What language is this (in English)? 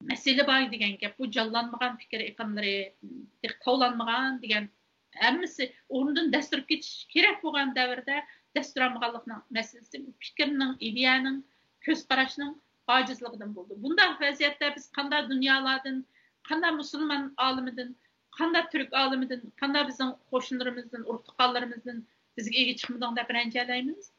Uyghur